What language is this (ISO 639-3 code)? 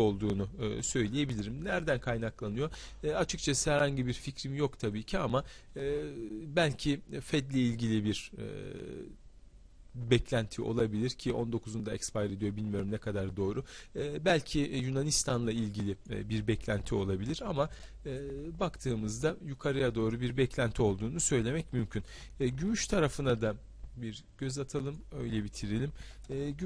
tur